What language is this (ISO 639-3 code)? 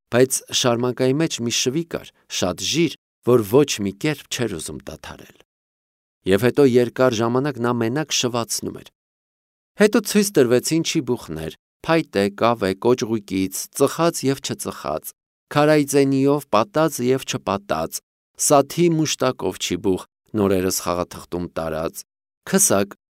hye